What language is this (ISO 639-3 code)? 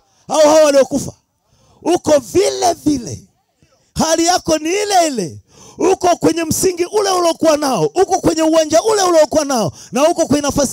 swa